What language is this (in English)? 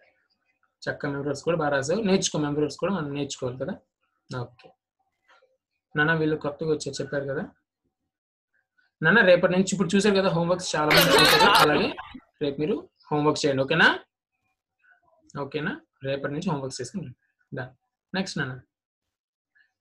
Telugu